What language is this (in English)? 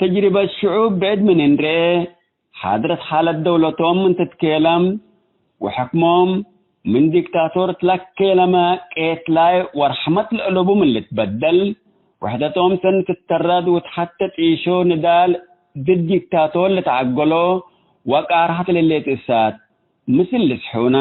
Tigre